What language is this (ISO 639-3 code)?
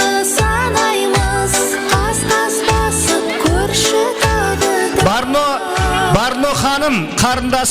kaa